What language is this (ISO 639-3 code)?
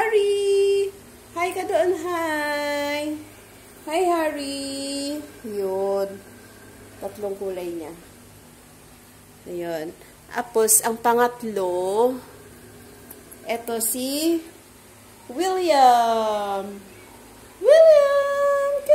fil